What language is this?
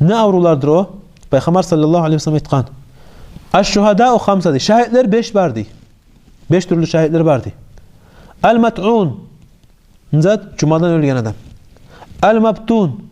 Kumyk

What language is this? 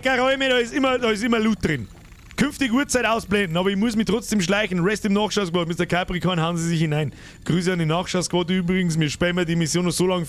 Bavarian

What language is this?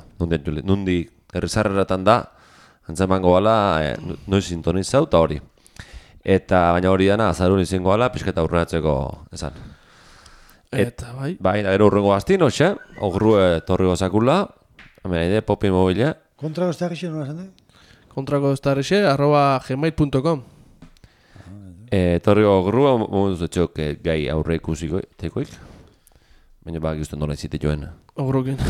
Basque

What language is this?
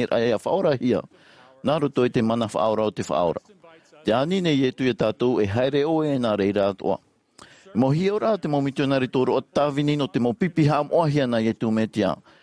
Tahitian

